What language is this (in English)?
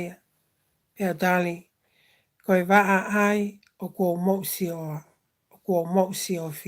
Tongan